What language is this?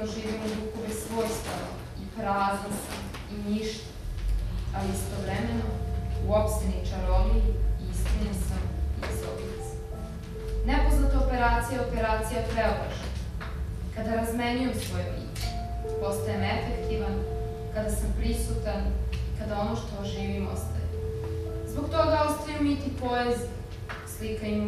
Serbian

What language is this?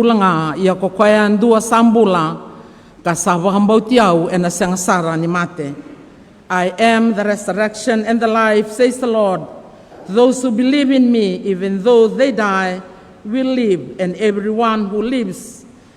Fijian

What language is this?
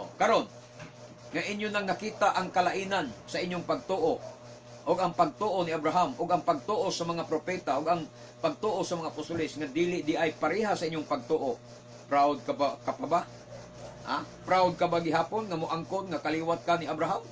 Cebuano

